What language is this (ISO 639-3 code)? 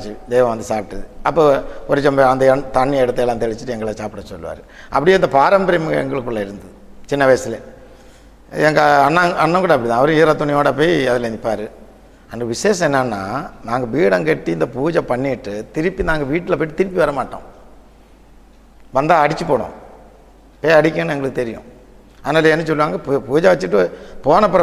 tam